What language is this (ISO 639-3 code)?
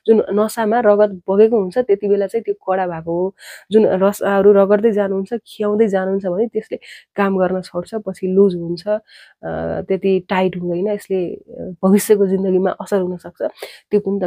nep